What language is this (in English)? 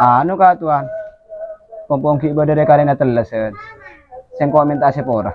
Madurese